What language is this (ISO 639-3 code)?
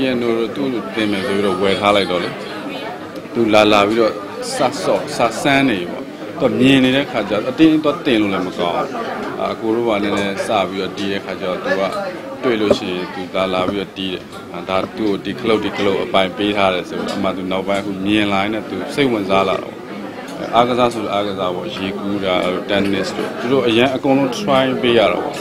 mya